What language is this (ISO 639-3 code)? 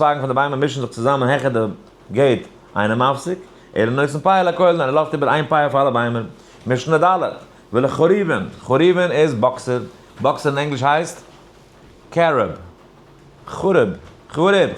yid